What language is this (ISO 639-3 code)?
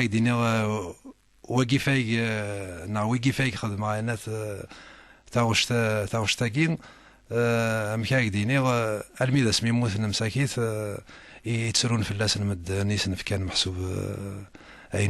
kab